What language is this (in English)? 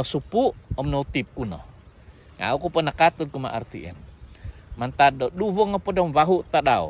Central Dusun